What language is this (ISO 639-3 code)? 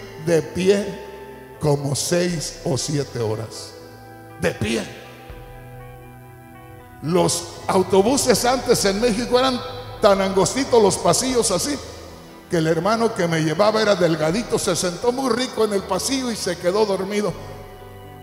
spa